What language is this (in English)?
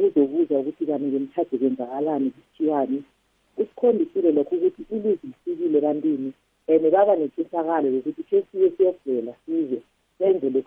South Ndebele